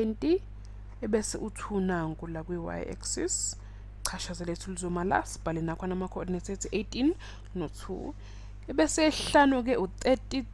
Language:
Zulu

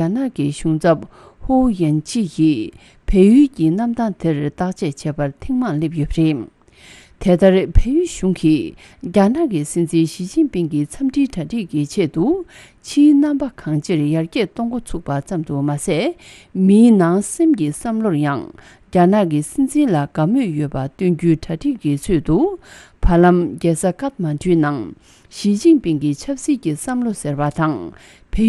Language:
Tibetan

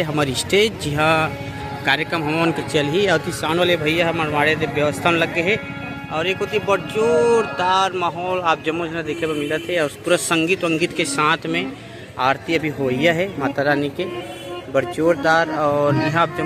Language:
Chhattisgarhi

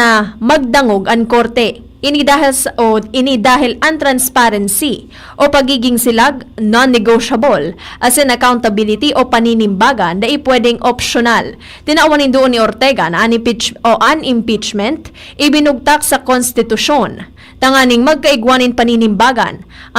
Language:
Bikol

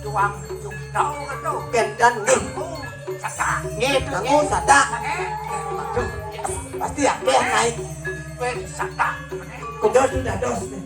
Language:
Balinese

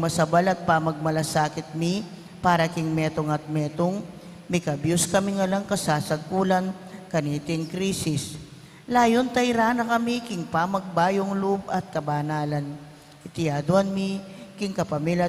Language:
Pampanga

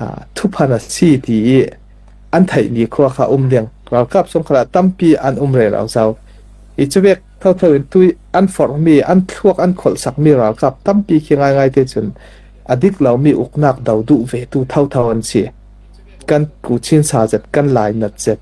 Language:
Falam Chin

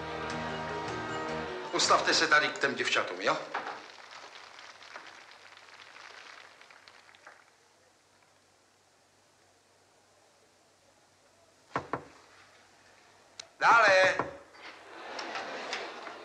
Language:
Czech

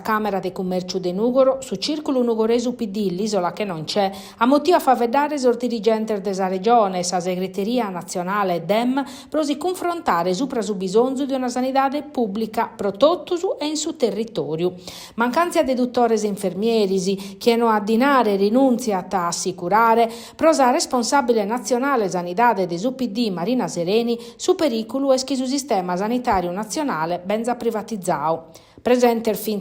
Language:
Sardinian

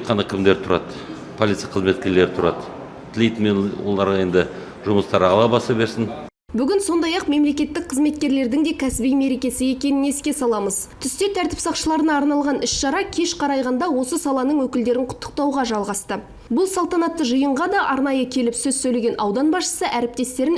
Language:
Kazakh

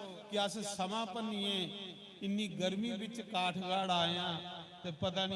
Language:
Dogri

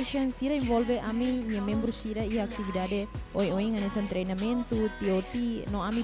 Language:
Tetum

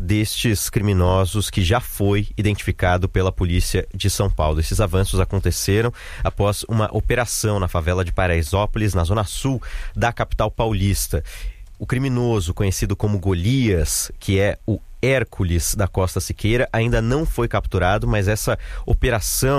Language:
Portuguese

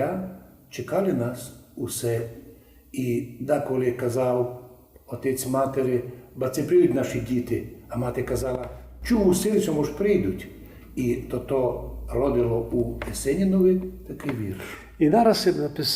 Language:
Rusyn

